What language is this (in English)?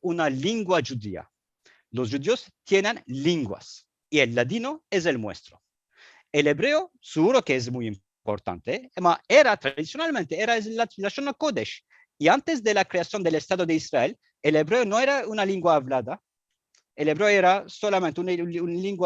Ladino